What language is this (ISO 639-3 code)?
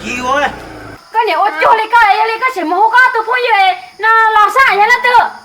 hmn